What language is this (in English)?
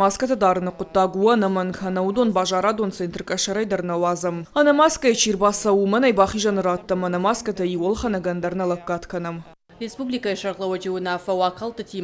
Ossetic